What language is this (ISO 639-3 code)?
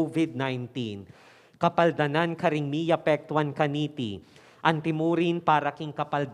pam